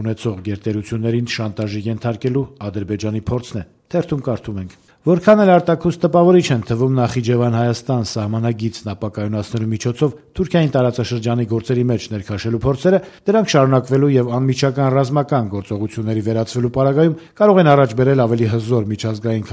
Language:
Armenian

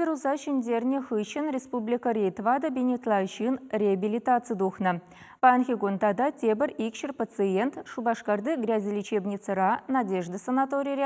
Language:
Chuvash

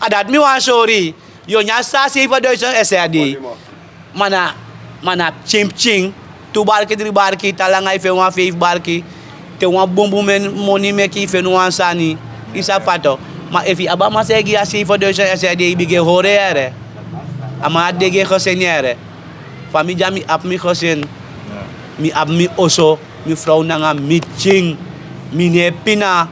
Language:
Sranan Tongo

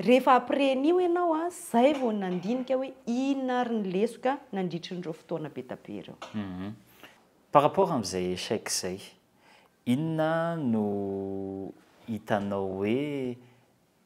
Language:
Malagasy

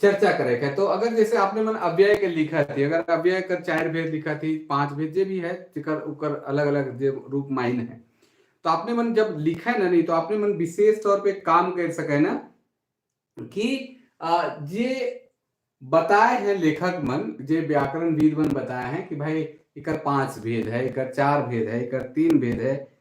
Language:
Sadri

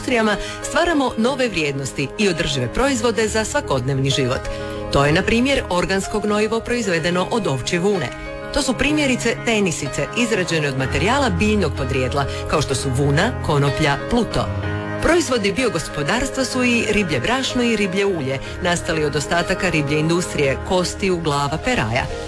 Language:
Croatian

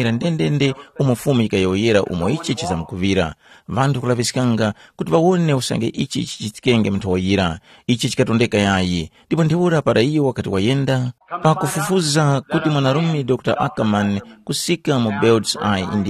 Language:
Tumbuka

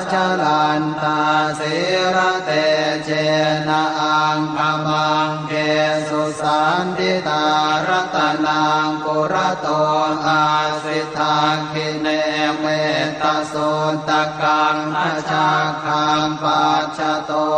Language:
Pali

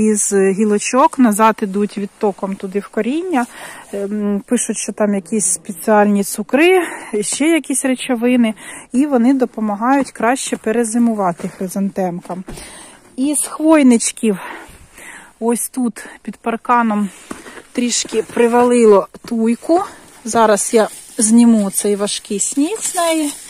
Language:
Ukrainian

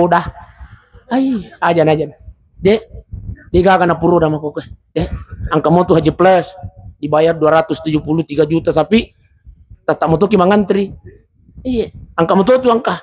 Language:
Buginese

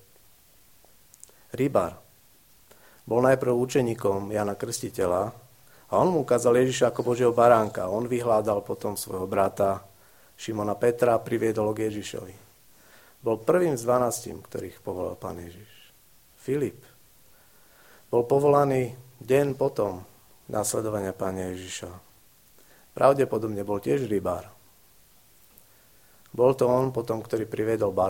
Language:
Slovak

